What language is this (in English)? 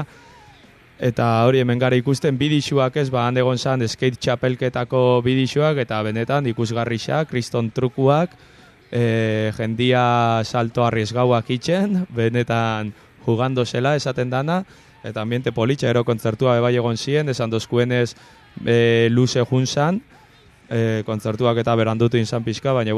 Basque